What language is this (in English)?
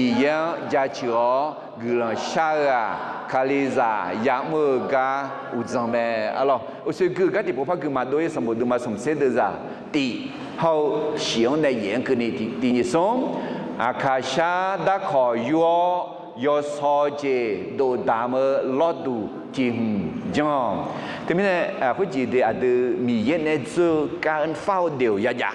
Akha